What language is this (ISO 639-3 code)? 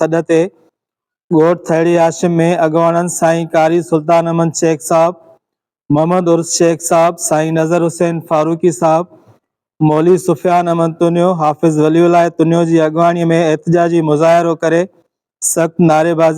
snd